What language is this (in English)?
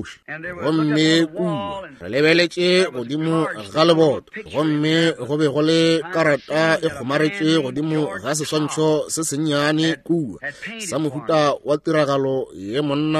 Northern Sotho